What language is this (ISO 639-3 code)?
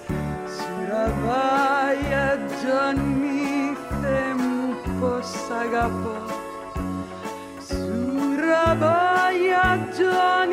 ell